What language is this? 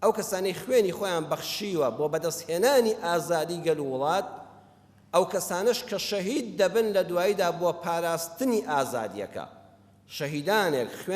Central Kurdish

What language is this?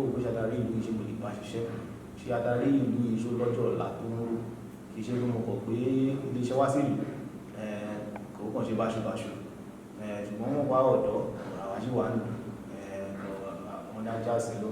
Yoruba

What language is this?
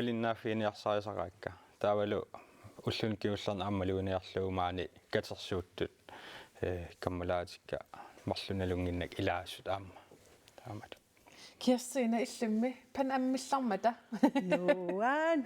Kalaallisut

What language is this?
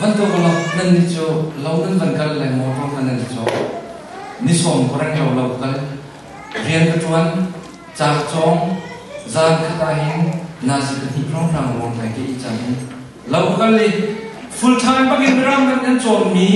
Hakha Chin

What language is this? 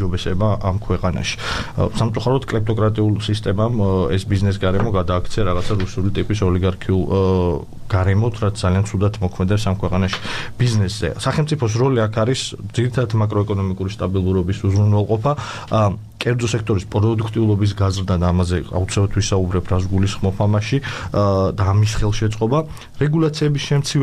Georgian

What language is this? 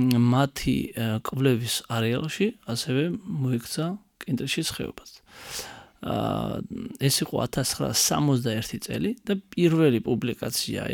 Georgian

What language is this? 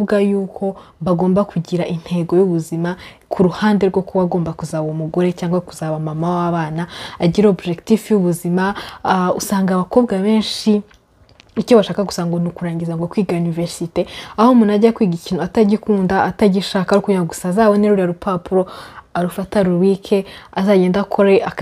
Kinyarwanda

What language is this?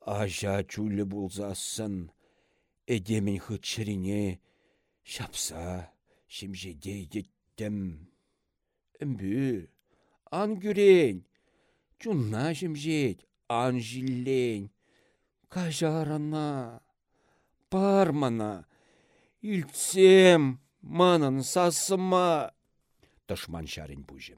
Chuvash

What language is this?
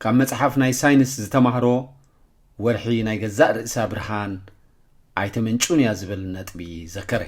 Tigrinya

